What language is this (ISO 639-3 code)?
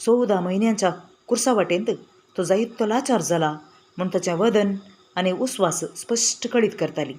kok